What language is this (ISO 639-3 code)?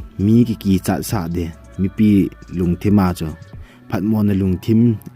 tcz